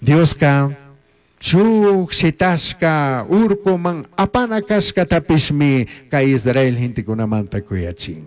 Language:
Chimborazo Highland Quichua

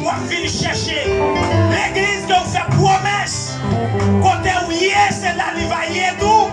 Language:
Haitian Creole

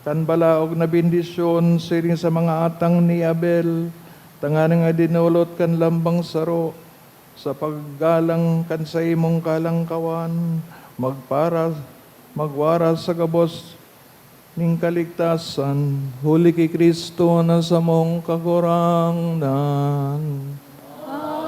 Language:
Bikol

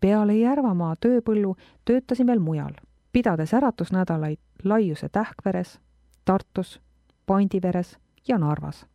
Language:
Estonian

